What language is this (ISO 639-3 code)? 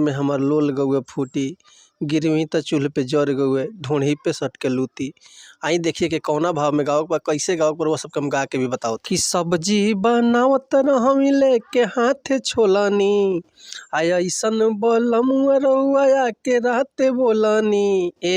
bho